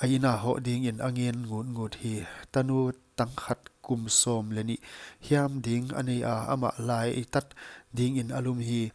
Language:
Paite Chin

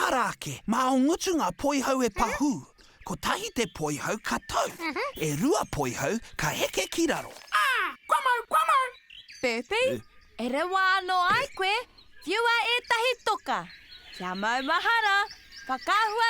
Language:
Māori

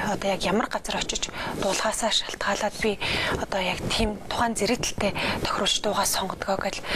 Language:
Mongolian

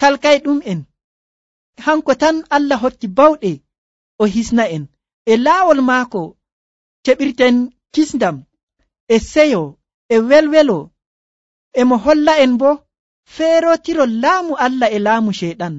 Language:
Nigerian Fulfulde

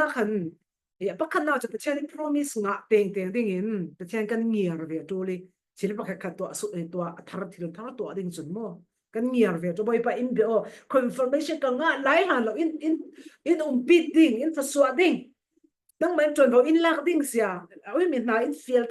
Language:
Falam Chin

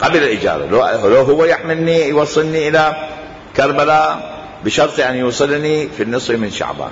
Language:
Mesopotamian Arabic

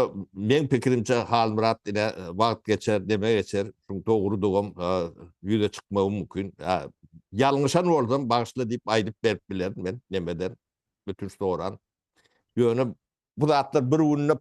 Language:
Turkmen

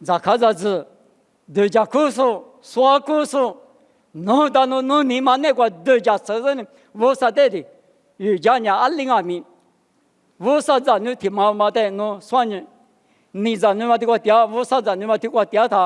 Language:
Lisu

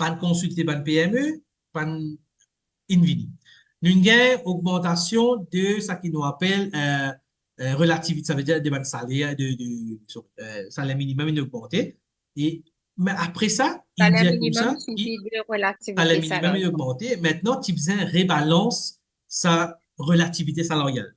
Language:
Morisyen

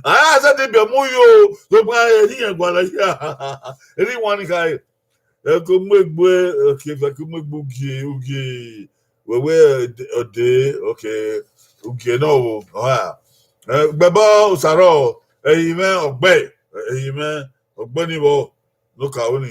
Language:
Bini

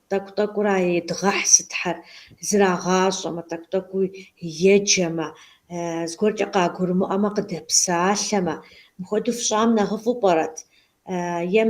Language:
Kabardian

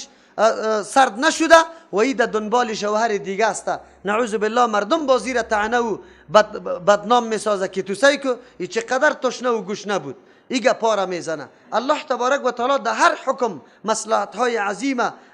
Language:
Persian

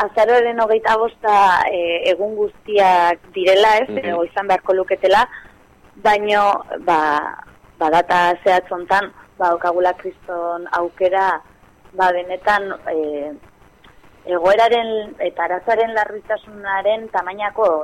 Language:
Basque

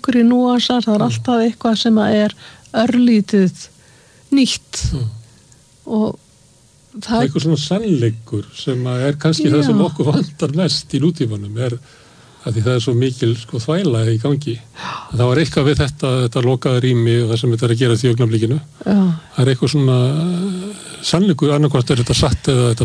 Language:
Icelandic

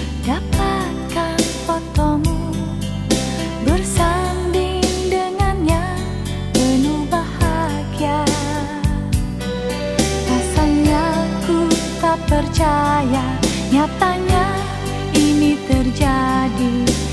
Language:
Indonesian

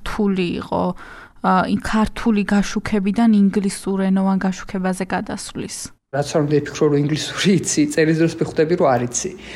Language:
Georgian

